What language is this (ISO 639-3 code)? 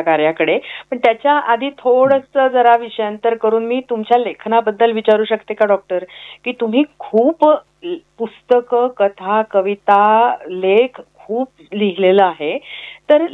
mar